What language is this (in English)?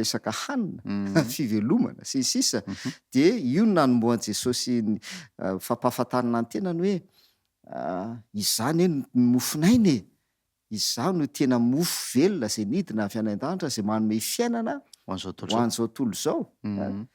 Malagasy